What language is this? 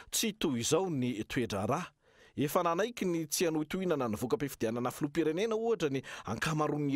Malagasy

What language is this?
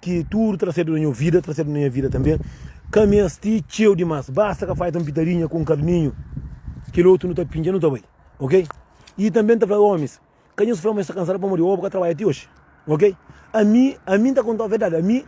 Kabuverdianu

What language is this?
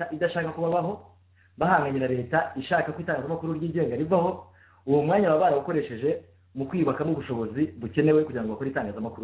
Kinyarwanda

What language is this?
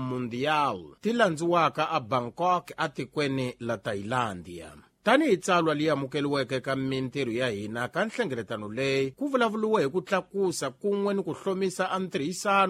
Tsonga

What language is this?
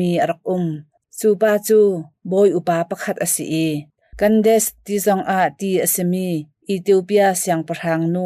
Hakha Chin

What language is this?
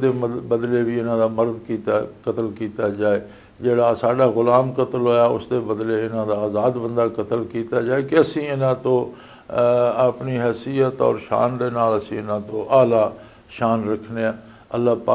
Western Panjabi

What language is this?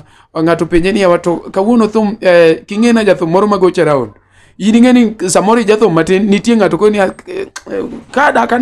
Luo (Kenya and Tanzania)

